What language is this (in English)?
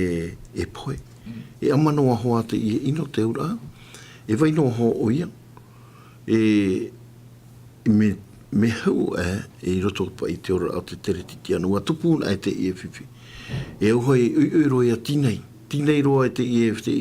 Tahitian